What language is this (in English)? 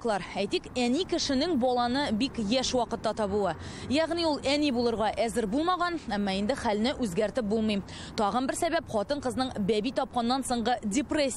Tatar